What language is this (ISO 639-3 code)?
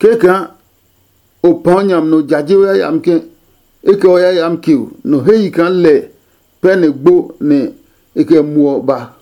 ada